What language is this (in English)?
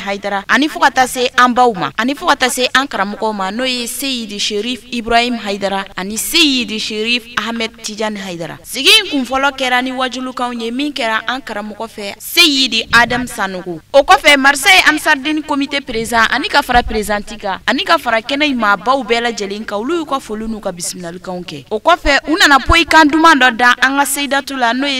Bambara